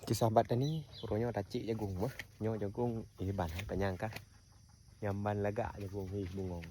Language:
Achinese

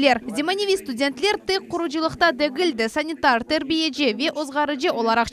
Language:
Crimean Tatar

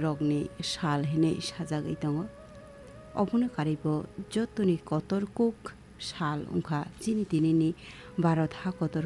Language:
Kok Borok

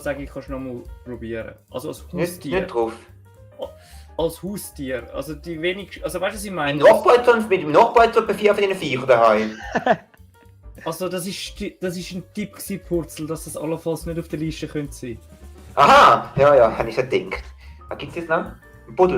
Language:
Swiss German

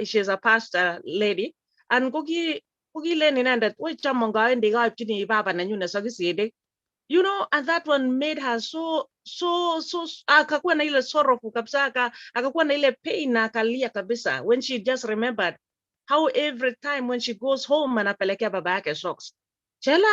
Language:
Kalenjin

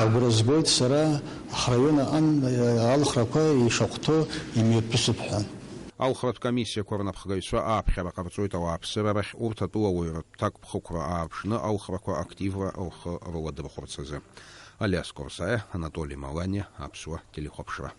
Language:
Abkhazian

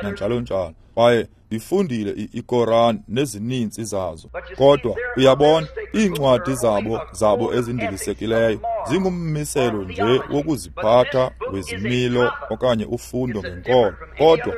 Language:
Xhosa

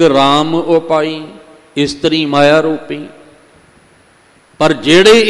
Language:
Punjabi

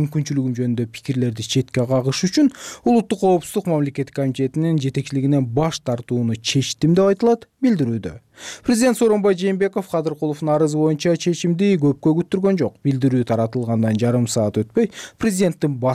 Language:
Kyrgyz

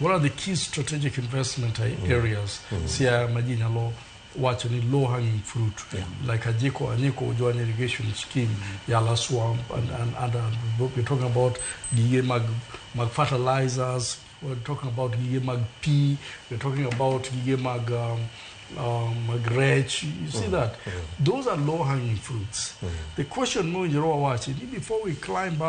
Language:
Luo (Kenya and Tanzania)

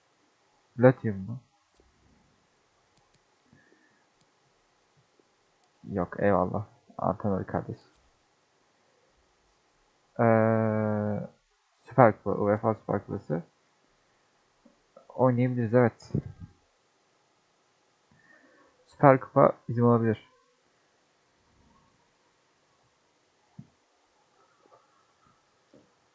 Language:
Turkish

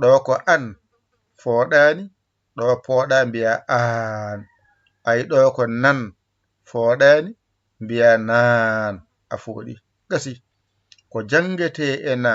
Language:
Fula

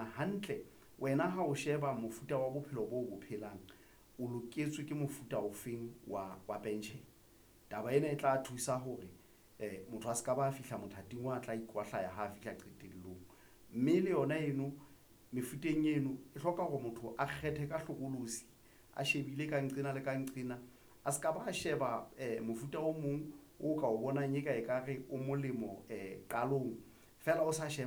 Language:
Southern Sotho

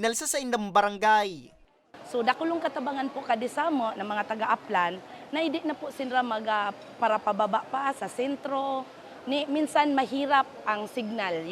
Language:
Bikol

